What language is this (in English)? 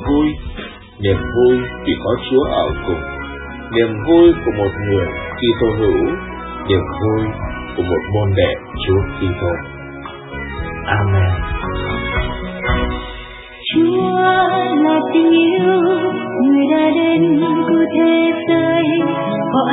Vietnamese